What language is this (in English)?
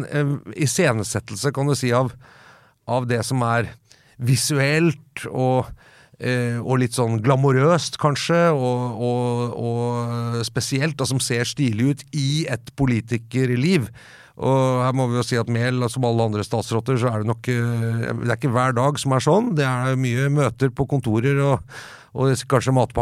Norwegian